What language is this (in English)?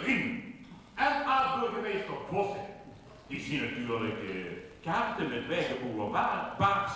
Limburgish